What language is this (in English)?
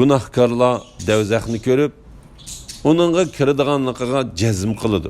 Uyghur